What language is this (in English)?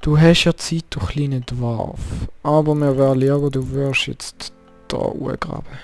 Swiss German